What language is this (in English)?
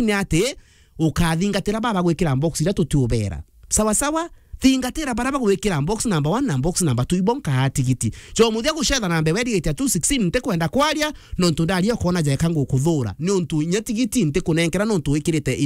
Meru